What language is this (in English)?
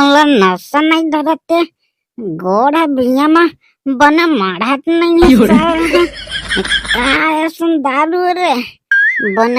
Chhattisgarhi